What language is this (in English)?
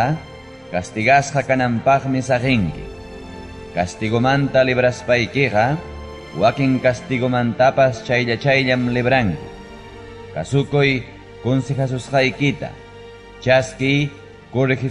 Ayacucho Quechua